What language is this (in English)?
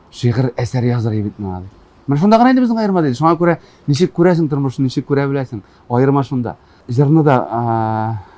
Tatar